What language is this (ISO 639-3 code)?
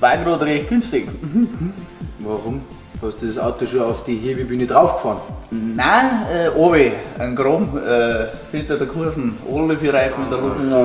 bar